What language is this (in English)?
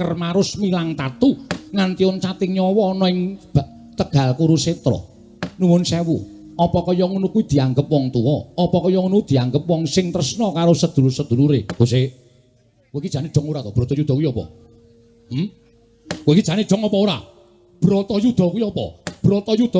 Javanese